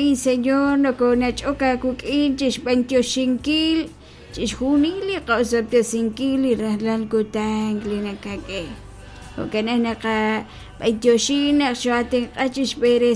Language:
Kekchí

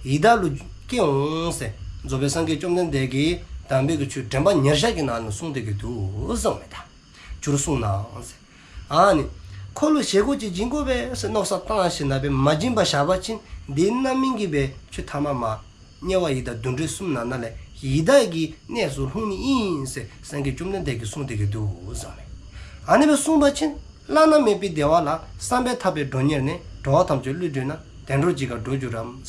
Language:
Dzongkha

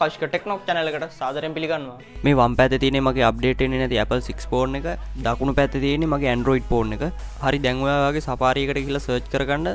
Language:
Sinhala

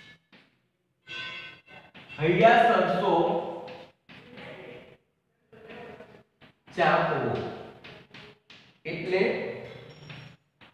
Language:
Gujarati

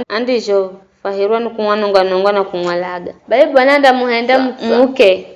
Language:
Giryama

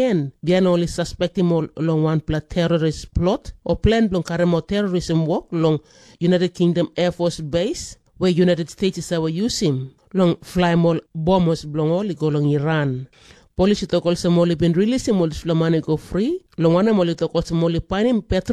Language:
Tok Pisin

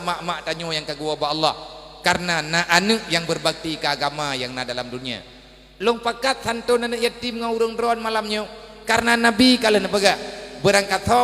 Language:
Achinese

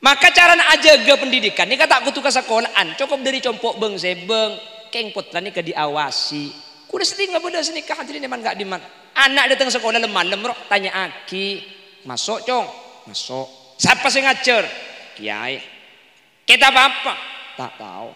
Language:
Madurese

